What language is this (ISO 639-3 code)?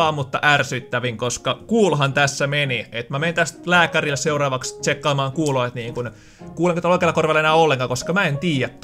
fin